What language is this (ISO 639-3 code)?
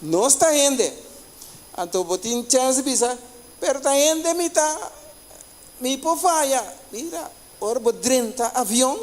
pap